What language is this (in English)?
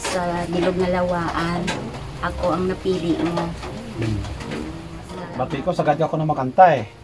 Kinaray-a